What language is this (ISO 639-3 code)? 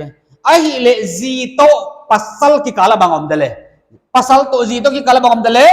pck